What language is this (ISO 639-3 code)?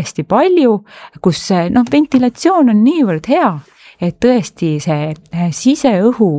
est